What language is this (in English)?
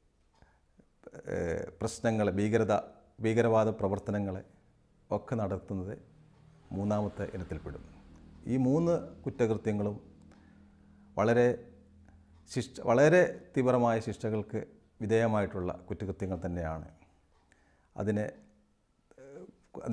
Malayalam